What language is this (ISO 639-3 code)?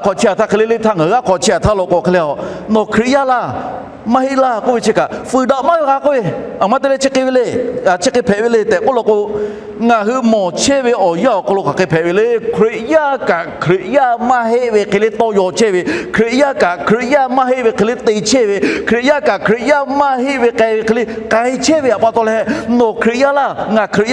lhu